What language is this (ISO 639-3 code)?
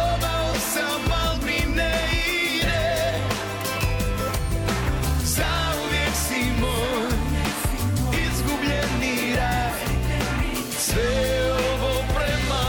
hrv